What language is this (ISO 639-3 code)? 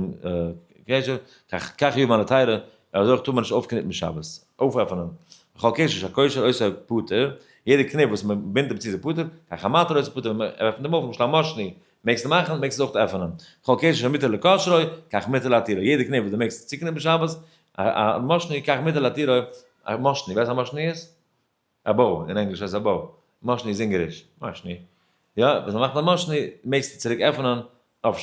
yid